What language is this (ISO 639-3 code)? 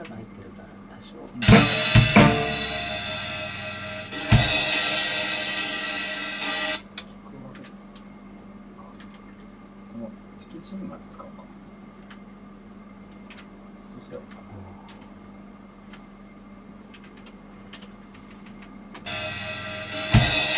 jpn